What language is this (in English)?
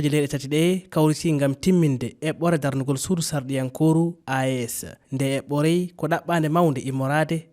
Fula